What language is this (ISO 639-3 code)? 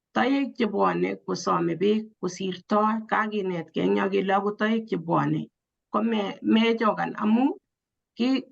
kln